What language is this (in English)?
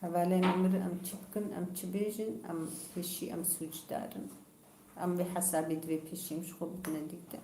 Kurdish